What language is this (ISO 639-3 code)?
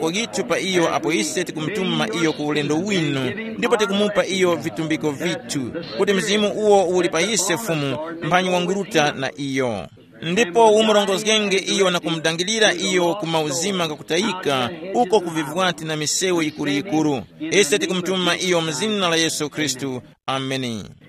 tum